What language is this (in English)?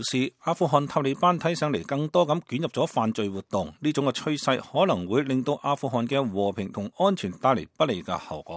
Cantonese